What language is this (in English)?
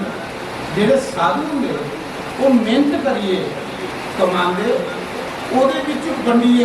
Dogri